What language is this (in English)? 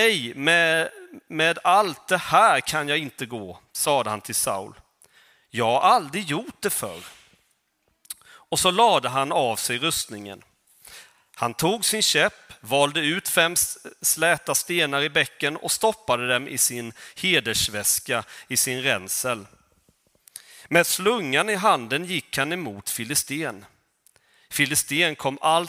Swedish